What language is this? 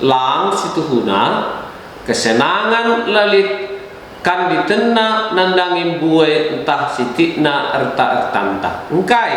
Batak Karo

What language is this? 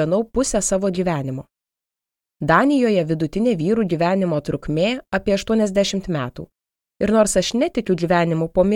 Lithuanian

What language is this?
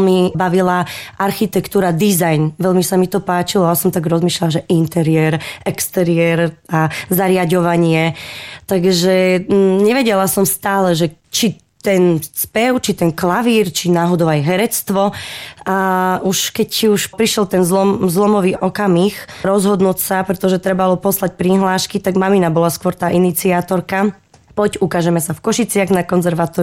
Slovak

